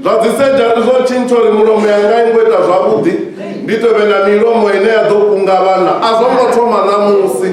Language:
Venda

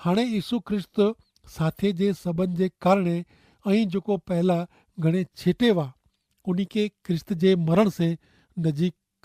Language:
Kachhi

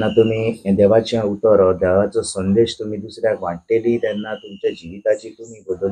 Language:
Konkani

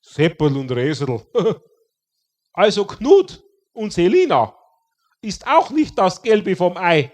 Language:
Bavarian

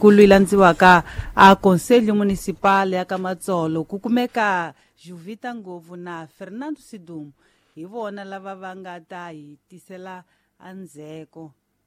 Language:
Tsonga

